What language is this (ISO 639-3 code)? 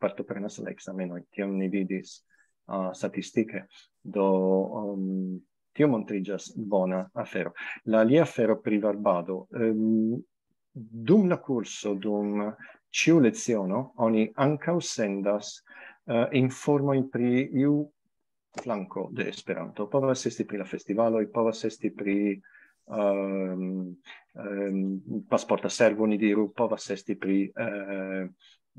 epo